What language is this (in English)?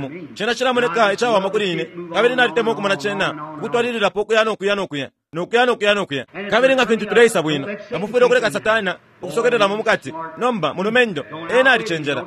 Bemba